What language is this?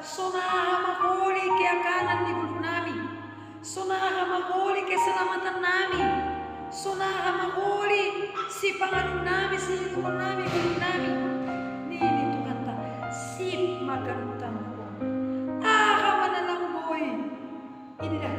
Batak Simalungun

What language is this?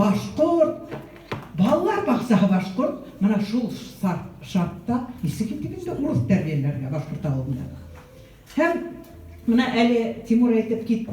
Bashkir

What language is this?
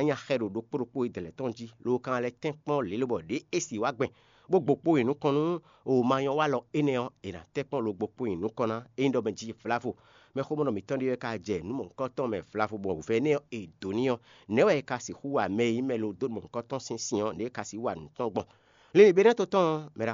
Fon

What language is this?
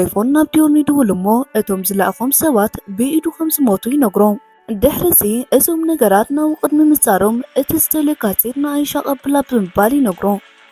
Tigrinya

